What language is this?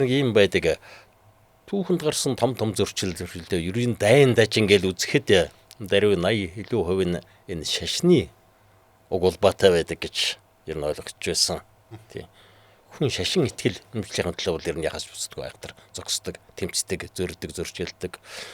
Mongolian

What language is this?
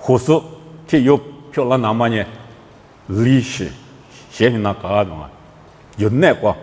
Lisu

